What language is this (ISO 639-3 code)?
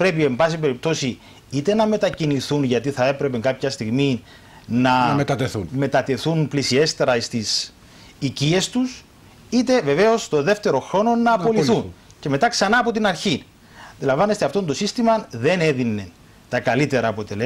ell